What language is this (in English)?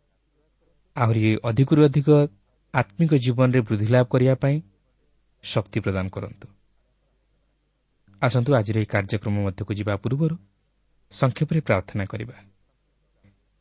Odia